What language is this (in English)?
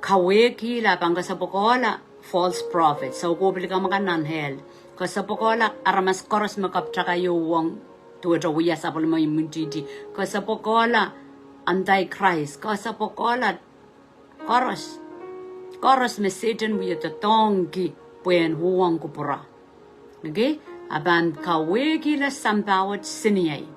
Pohnpeian